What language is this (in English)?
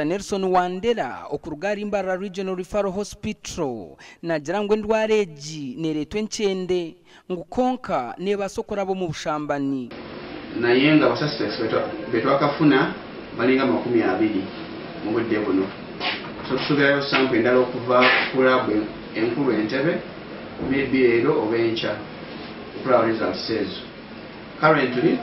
Nyankole